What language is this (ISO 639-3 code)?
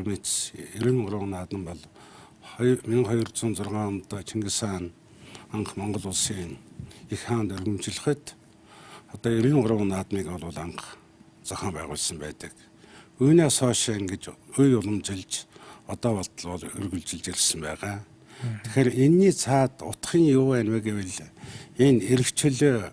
mon